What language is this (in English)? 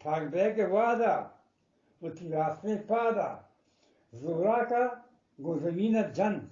Eastern Balochi